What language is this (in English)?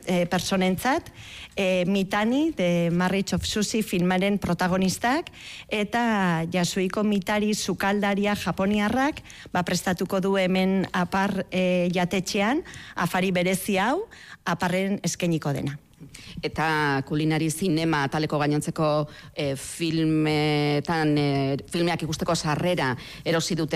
Basque